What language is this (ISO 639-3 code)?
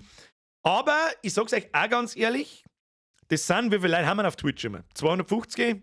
bar